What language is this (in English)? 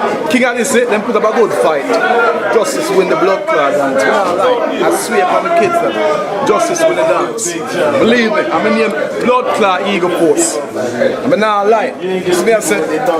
Jamaican Creole English